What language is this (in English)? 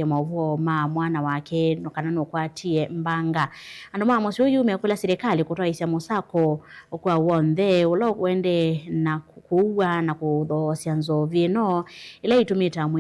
Kamba